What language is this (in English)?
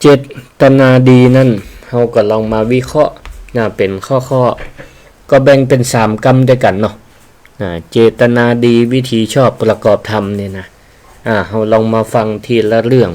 Northern Thai